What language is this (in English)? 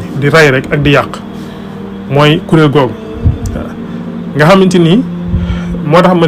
Wolof